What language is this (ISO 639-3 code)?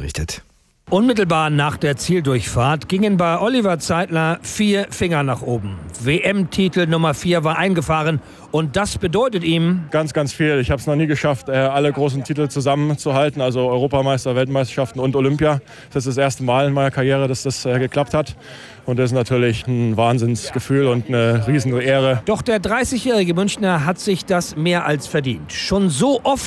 deu